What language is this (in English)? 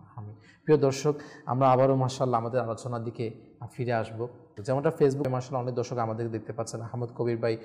Bangla